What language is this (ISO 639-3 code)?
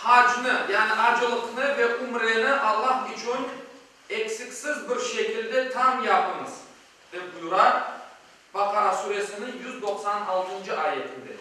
crh